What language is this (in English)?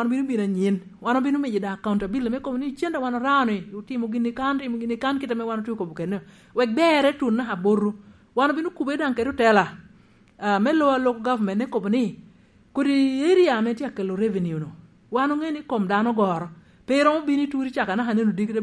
Lango (Uganda)